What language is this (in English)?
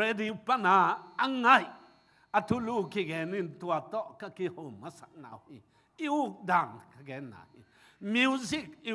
Tedim Chin